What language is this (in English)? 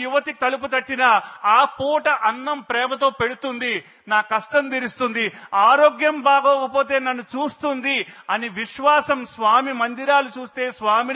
Telugu